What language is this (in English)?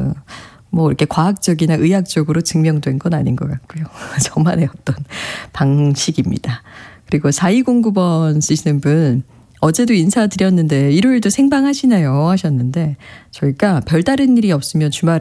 Korean